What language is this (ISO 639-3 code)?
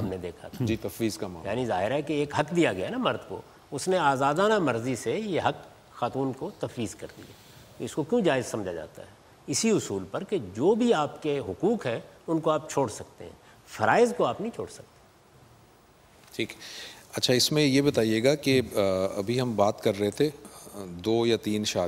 urd